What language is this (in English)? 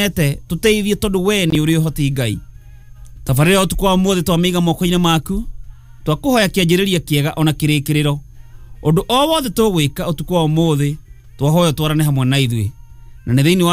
Kikuyu